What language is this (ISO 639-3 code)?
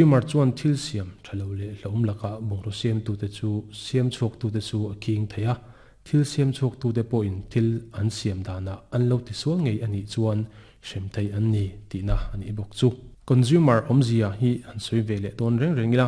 lus